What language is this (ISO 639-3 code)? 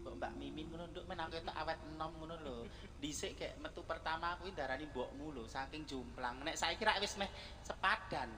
jav